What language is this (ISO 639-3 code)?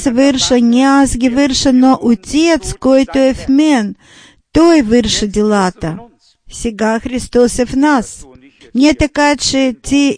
bul